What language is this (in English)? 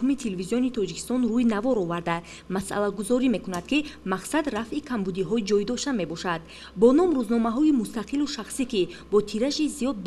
Tajik